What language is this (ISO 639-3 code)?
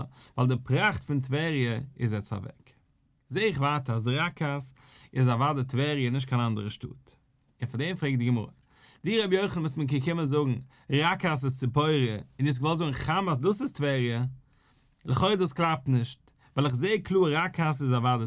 yid